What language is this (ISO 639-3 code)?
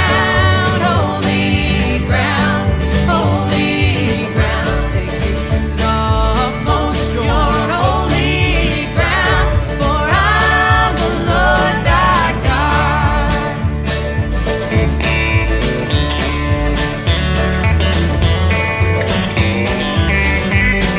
eng